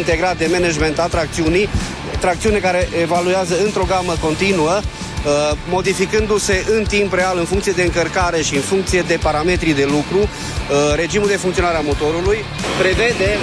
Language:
Romanian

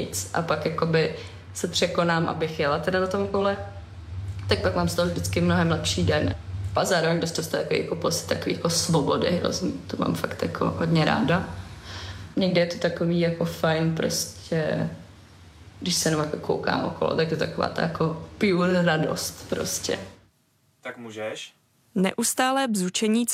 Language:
Czech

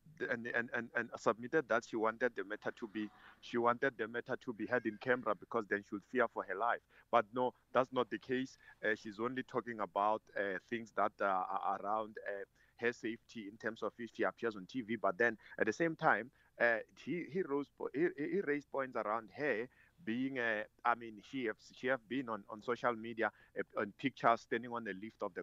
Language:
English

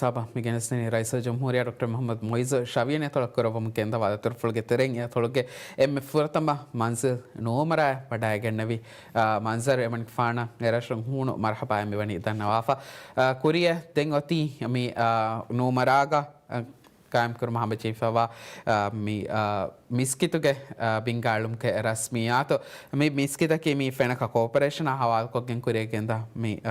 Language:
Divehi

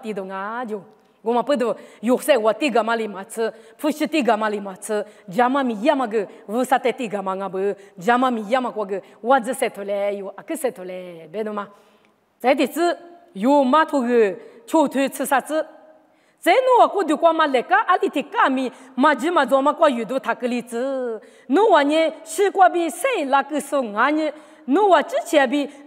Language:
Lisu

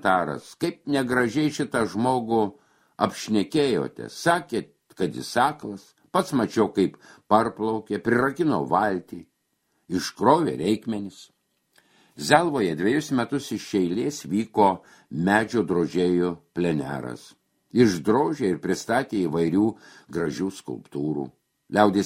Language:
Lithuanian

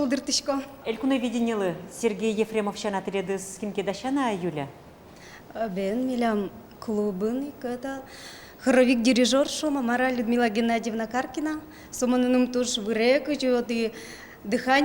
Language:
Udmurt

